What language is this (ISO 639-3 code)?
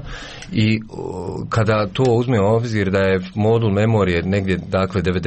hrv